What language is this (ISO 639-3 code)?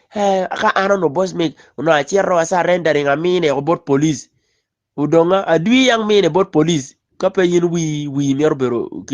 ach